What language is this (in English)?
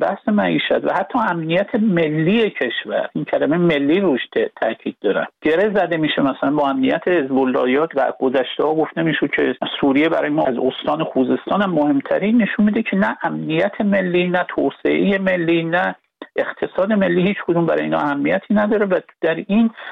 Persian